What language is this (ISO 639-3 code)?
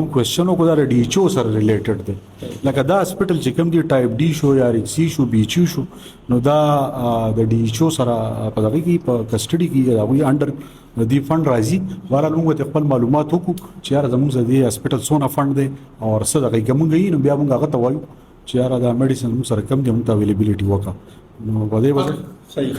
pus